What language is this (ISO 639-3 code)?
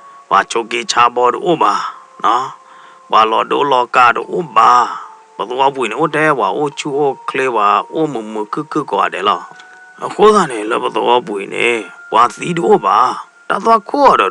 ksw